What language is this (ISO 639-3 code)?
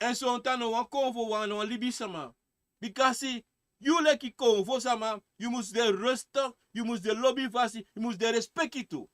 srn